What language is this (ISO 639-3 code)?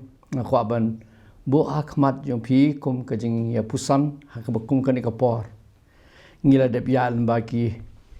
kha